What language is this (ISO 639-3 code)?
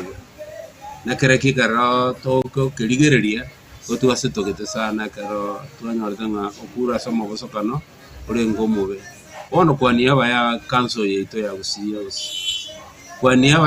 guz